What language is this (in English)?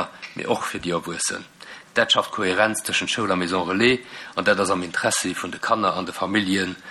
Luxembourgish